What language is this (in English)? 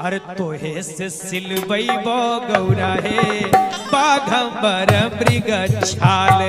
Magahi